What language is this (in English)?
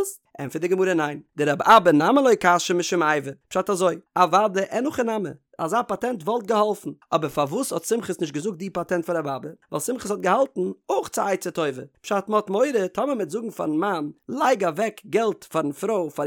Yiddish